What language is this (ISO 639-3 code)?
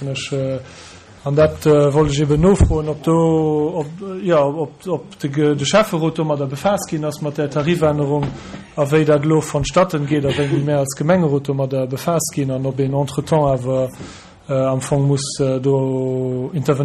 ltz